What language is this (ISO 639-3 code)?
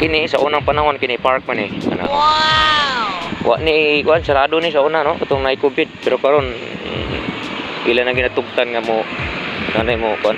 ceb